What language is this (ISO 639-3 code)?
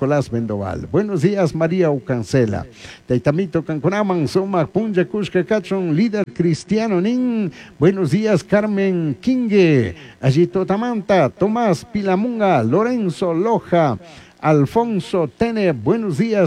qug